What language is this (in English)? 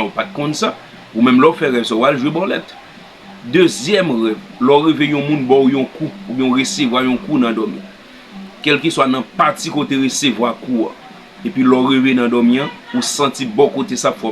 Haitian Creole